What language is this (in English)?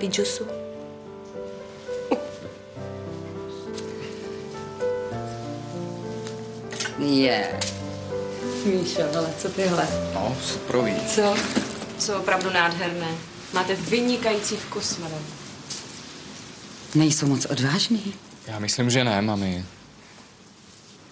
Czech